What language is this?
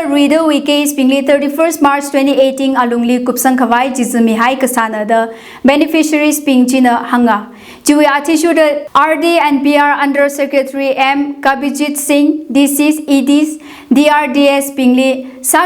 Tangkhul Naga (India)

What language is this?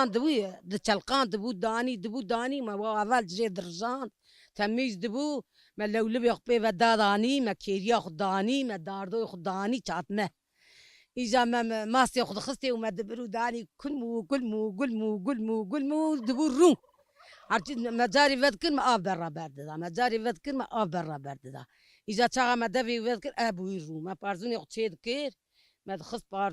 Kurdish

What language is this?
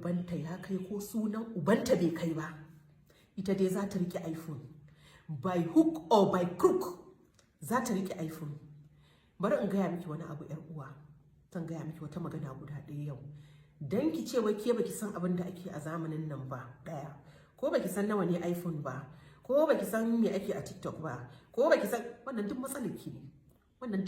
Hausa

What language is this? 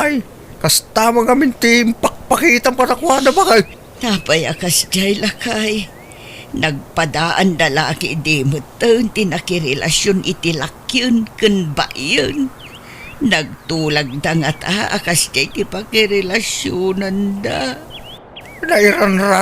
Iloko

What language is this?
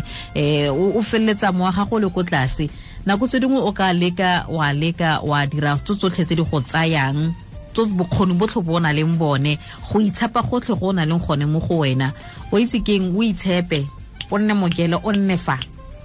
Tswana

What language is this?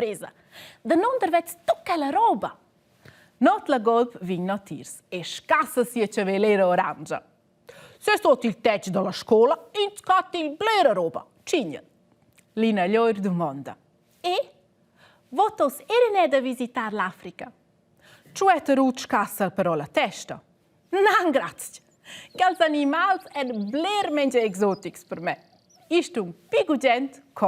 Romansh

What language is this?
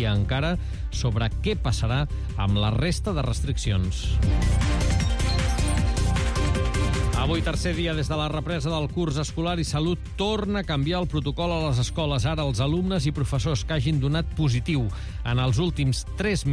Catalan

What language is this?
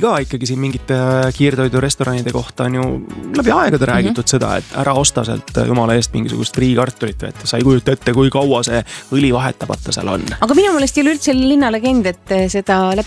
Estonian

